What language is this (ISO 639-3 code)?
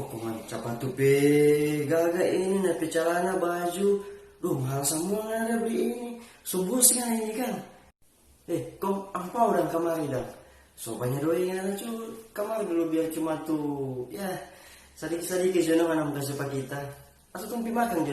xmm